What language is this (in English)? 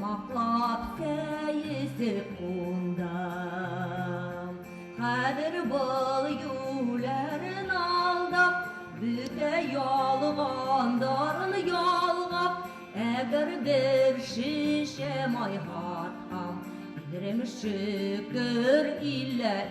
Bashkir